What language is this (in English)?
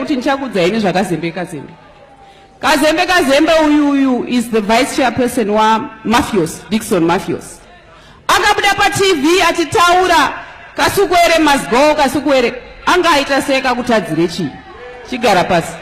Shona